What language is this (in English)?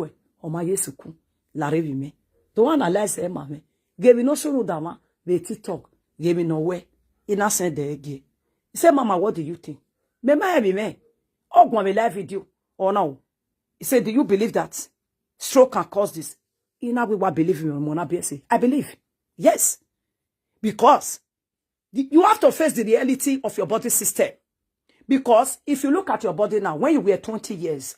Nigerian Pidgin